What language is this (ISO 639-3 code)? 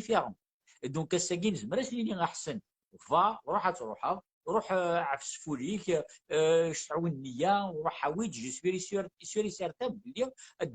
kab